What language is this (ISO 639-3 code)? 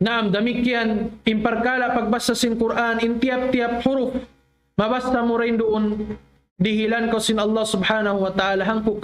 tsg